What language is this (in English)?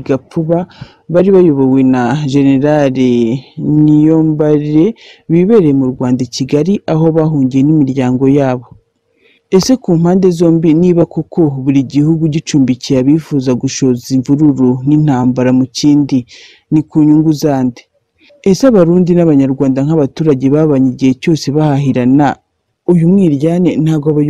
Kinyarwanda